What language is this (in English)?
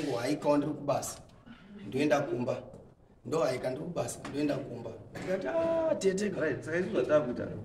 Shona